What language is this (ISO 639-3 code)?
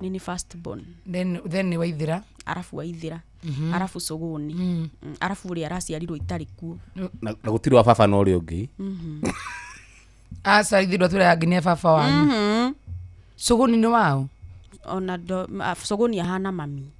kik